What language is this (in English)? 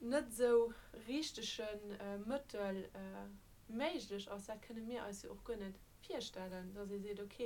Luxembourgish